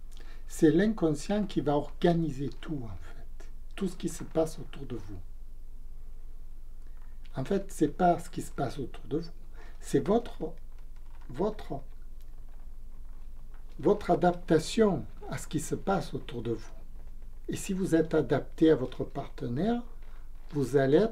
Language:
French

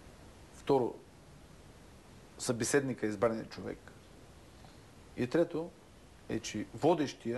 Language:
Bulgarian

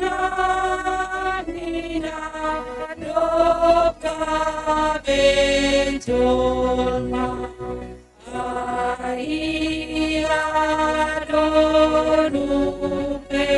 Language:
Batak Simalungun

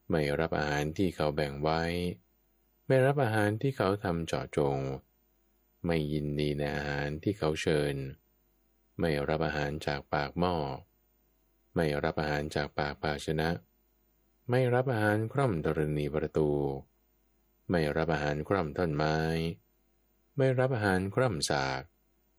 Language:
Thai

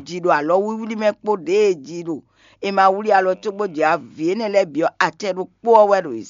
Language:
Fon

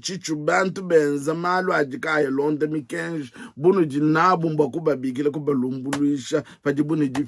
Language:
Luba-Lulua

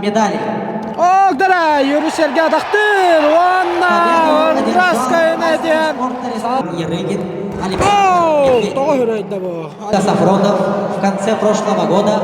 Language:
Yakut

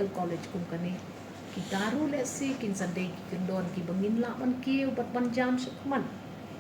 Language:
Khasi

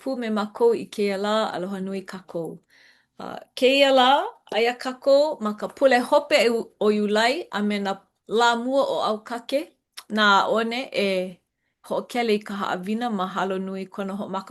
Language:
Hawaiian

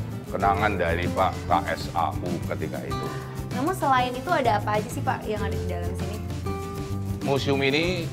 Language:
Indonesian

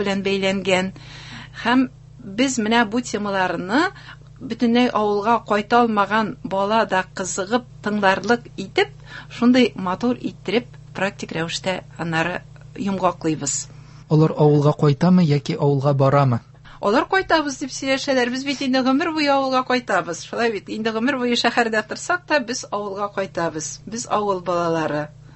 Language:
Tatar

